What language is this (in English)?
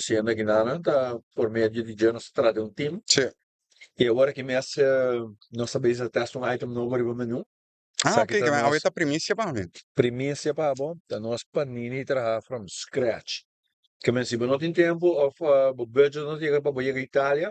Papiamento